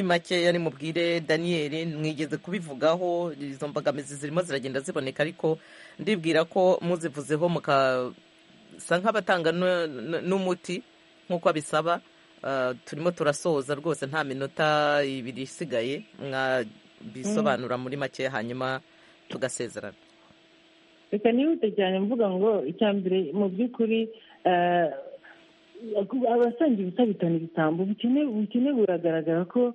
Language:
Kinyarwanda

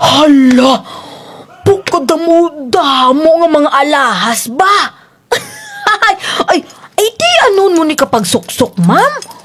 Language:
Kinaray-a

